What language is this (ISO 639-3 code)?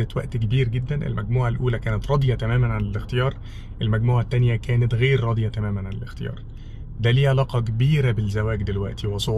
arz